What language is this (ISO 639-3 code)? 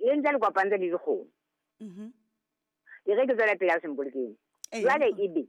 sot